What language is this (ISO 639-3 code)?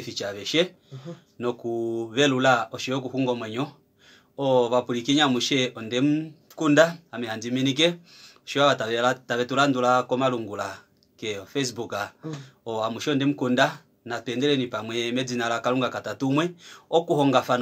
kua